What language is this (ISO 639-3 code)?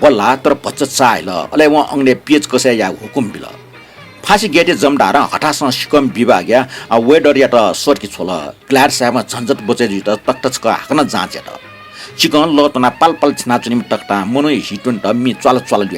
new